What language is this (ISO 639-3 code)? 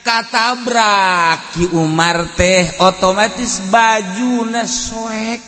sun